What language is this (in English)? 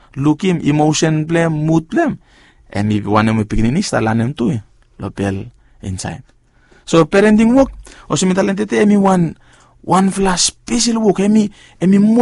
Bislama